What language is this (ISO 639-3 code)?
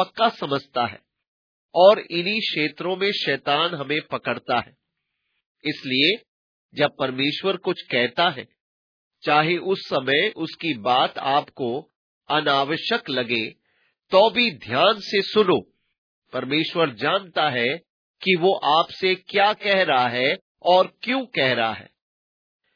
hin